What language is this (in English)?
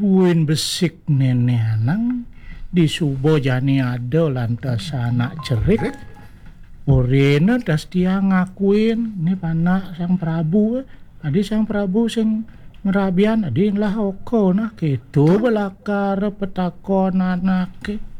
Balinese